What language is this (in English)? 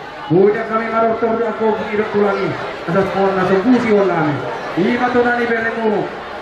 Batak Toba